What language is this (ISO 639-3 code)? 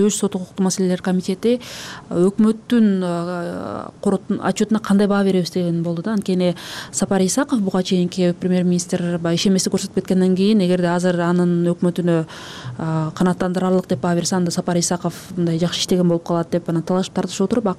kir